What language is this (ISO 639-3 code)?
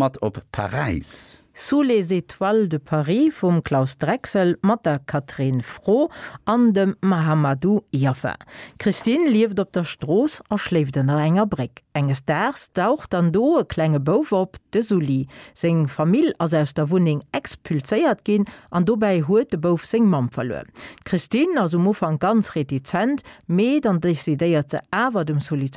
ltz